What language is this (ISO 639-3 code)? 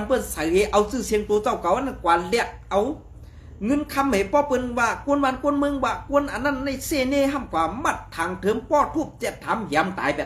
shn